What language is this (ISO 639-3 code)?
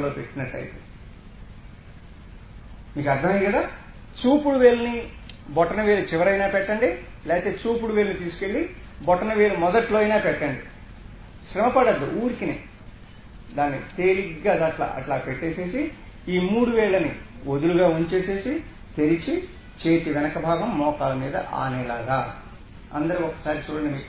tel